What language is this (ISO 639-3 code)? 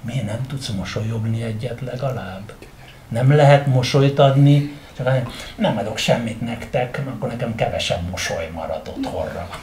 hun